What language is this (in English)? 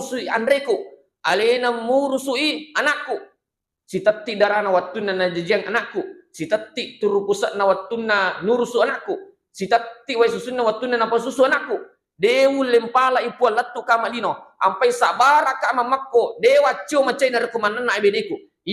Buginese